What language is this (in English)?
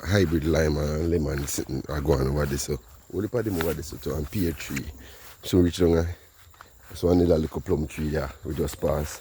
Jamaican Creole English